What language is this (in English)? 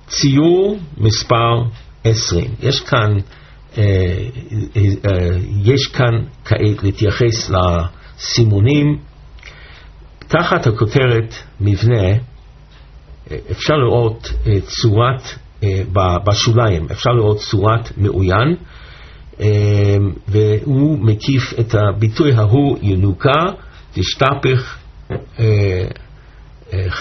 Hebrew